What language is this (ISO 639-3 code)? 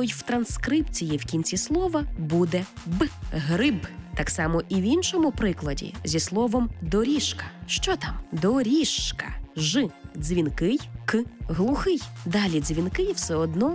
ukr